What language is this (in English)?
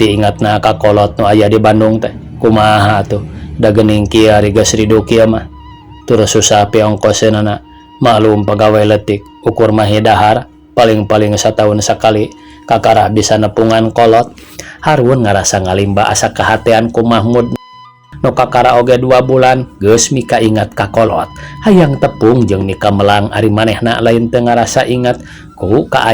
Sundanese